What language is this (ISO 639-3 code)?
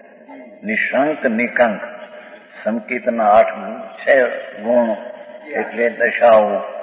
guj